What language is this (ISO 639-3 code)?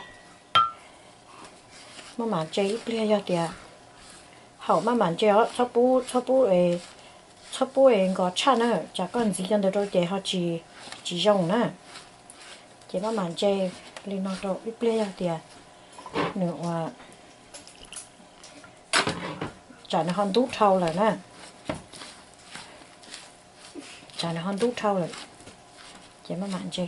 vie